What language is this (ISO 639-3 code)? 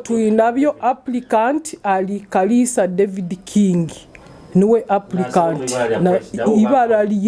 nyo